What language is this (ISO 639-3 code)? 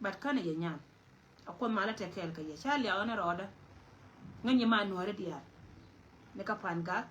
nus